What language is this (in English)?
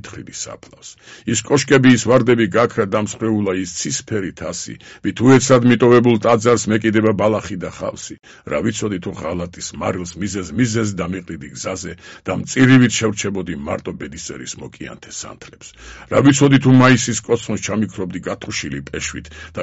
Georgian